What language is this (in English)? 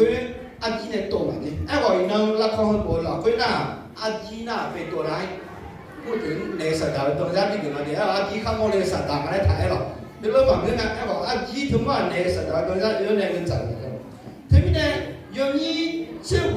Akha